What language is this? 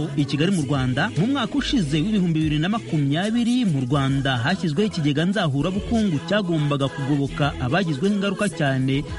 Kinyarwanda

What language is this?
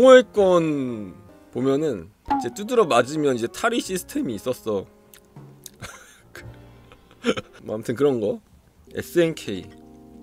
Korean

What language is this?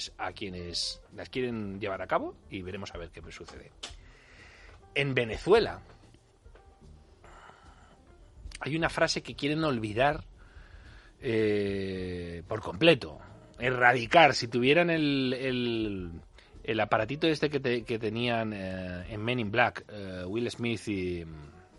Spanish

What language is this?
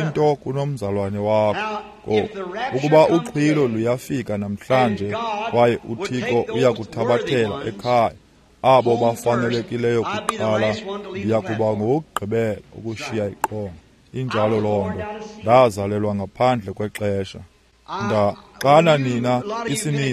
Xhosa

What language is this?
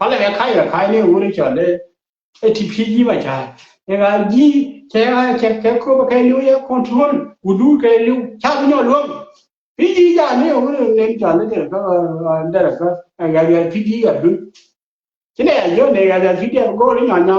Nuer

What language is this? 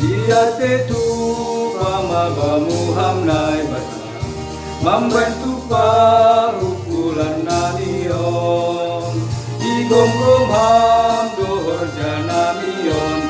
Batak Simalungun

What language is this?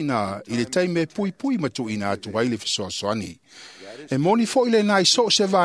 Samoan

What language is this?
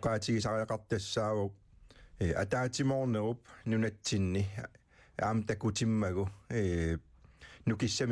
Kalaallisut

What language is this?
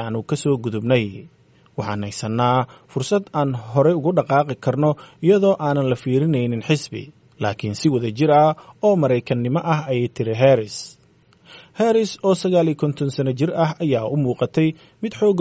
Somali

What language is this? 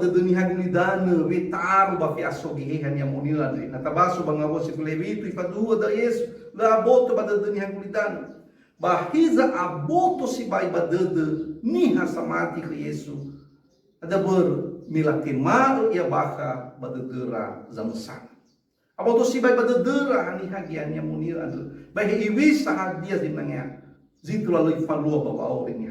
Nias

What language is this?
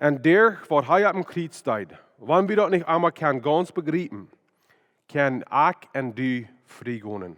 Plautdietsch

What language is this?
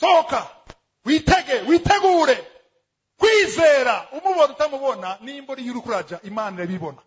Rundi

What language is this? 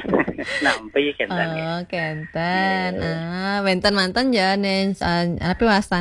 Balinese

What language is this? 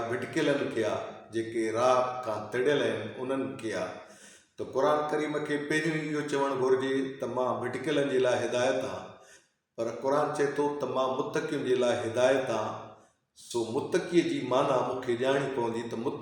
Sindhi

